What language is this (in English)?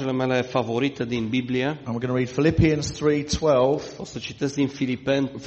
Romanian